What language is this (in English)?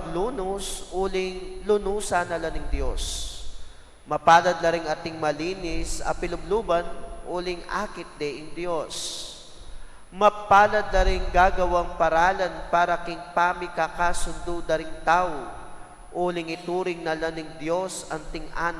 Pampanga